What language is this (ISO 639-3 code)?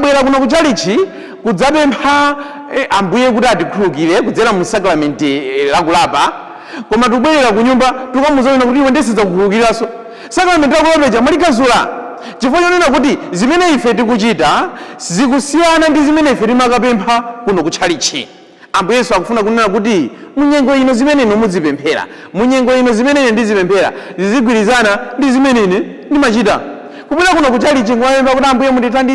nya